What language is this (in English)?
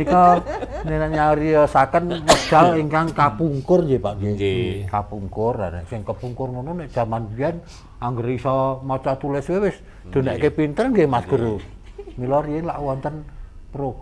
Javanese